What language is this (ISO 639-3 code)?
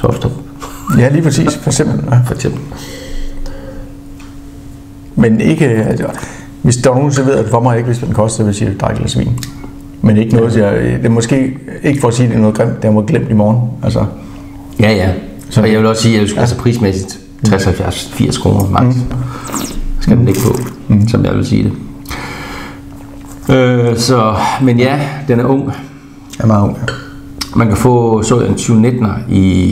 dan